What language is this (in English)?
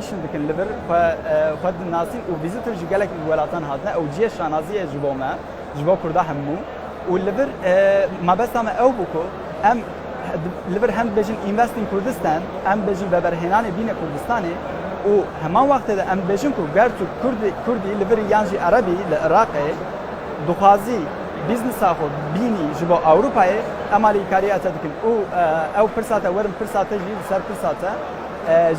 Kurdish